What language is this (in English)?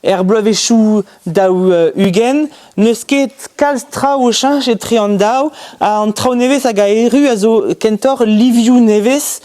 Breton